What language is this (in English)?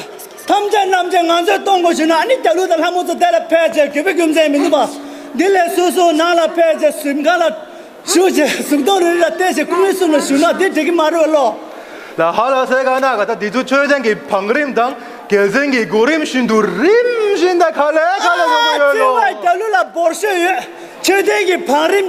Tibetan